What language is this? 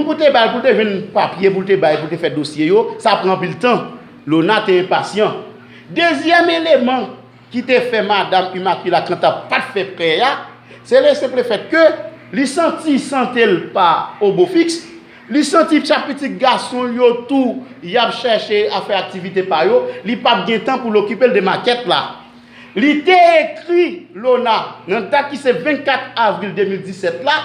Haitian Creole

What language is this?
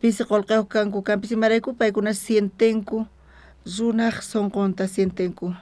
South Bolivian Quechua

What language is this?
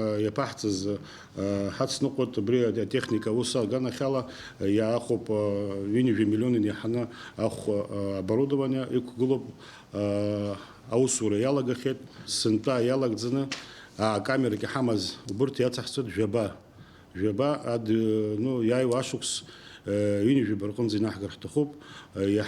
Abkhazian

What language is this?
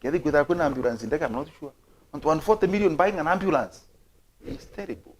Meru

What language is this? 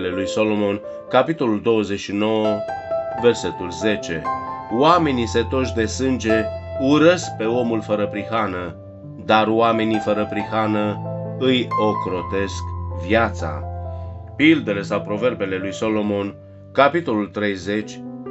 Romanian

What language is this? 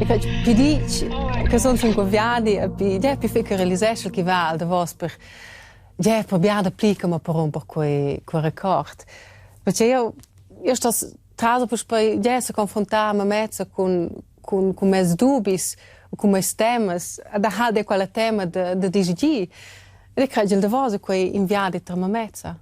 Romansh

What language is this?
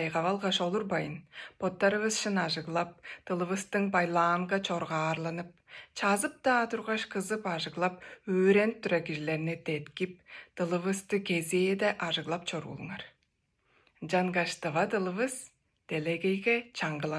Tuvinian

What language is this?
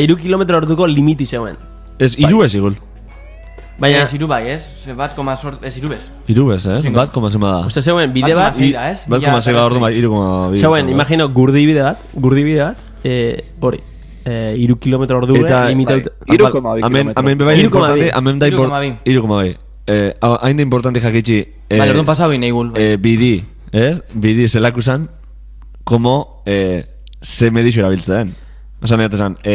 Basque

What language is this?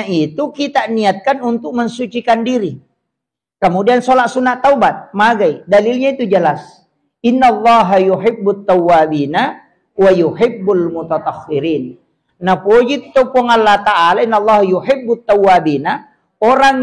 Buginese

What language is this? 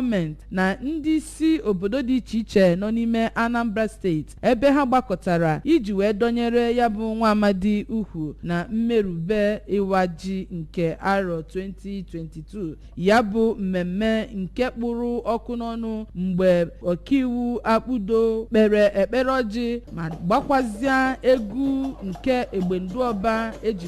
Igbo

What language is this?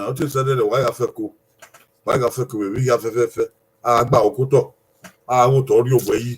Bini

